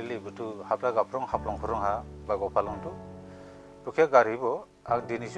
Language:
Dimasa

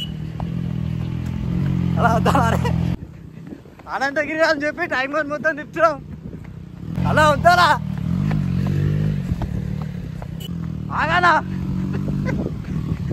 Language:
Telugu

